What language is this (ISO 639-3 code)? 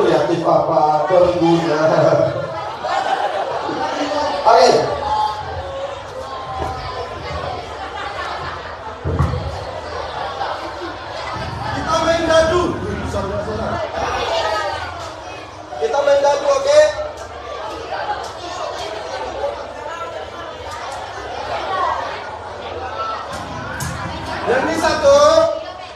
msa